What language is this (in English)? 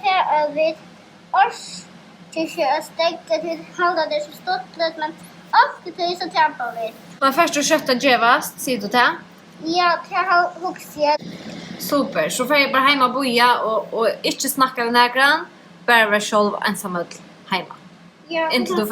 Faroese